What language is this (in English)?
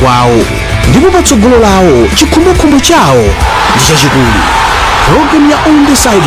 Nyanja